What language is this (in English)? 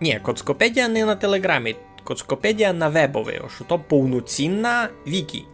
Rusyn